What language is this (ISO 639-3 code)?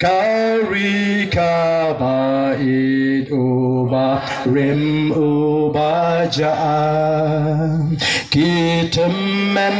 kha